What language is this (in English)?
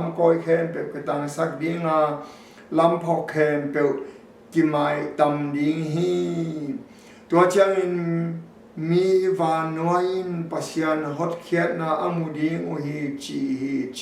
Tedim Chin